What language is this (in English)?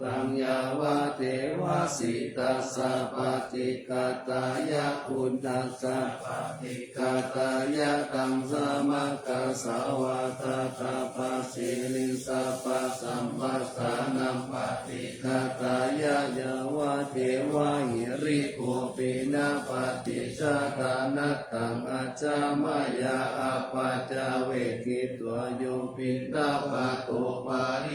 Pali